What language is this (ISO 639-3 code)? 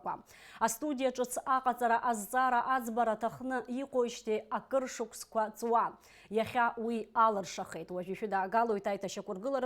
abk